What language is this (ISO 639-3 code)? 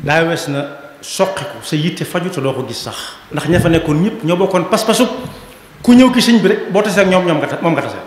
wol